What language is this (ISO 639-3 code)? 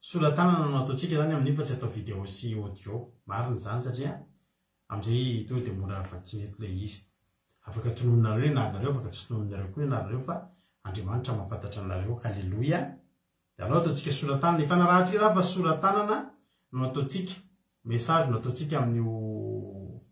mlg